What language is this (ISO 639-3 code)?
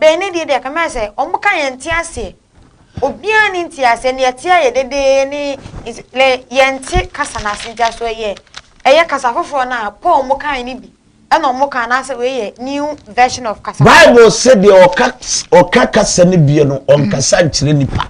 aka